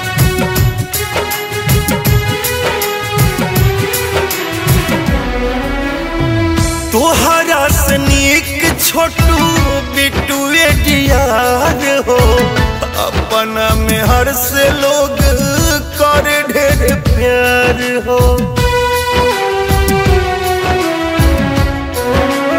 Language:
Bhojpuri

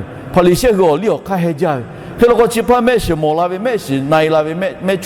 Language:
Lahu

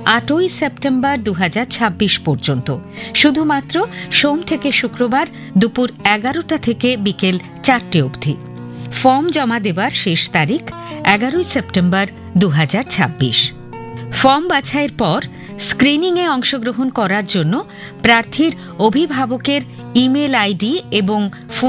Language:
Bangla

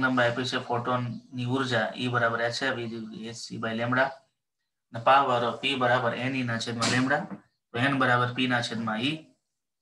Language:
Gujarati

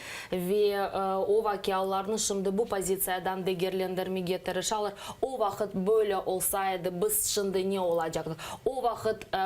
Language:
Crimean Tatar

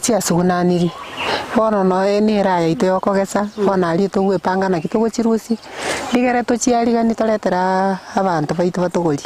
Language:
Gusii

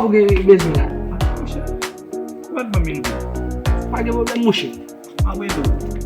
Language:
Haitian Creole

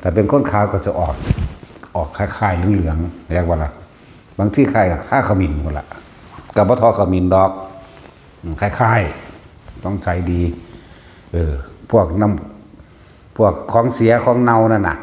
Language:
Northeastern Thai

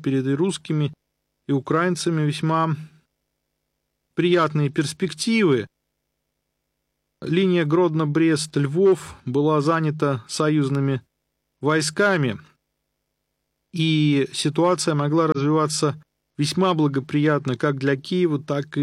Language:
Russian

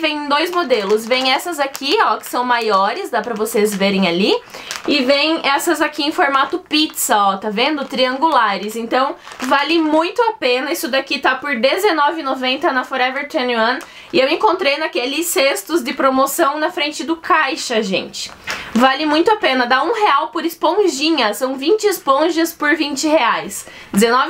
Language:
Portuguese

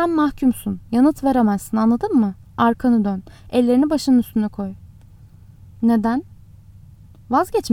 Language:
Turkish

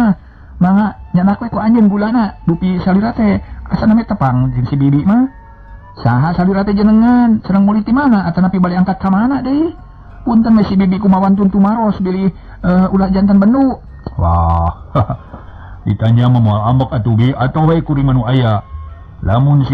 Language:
Sundanese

